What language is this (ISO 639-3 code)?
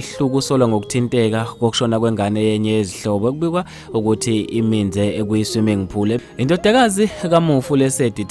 zul